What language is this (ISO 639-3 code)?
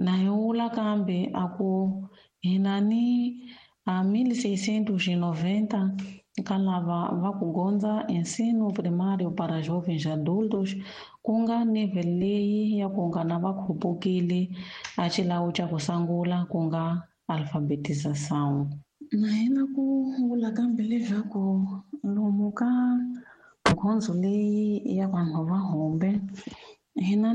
tso